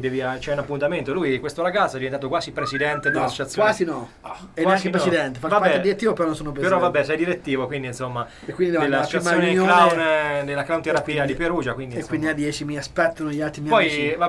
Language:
Italian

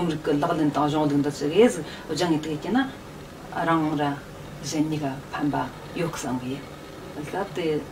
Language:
Tibetan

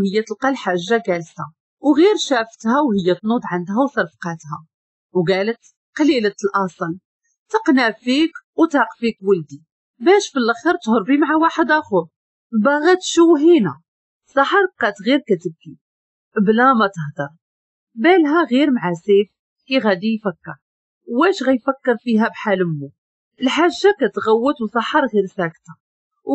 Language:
Moroccan Arabic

